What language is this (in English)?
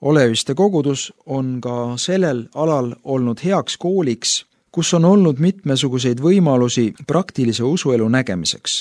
Estonian